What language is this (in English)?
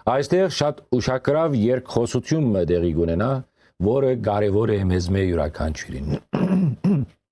Western Armenian